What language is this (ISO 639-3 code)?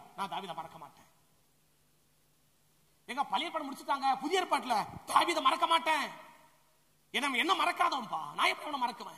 tam